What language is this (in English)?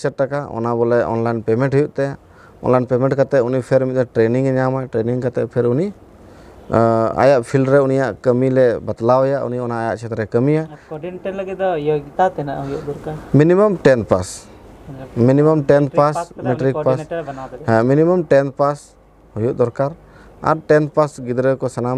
Santali